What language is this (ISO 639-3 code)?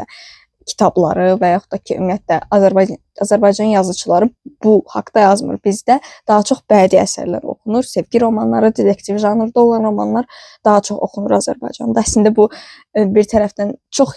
aze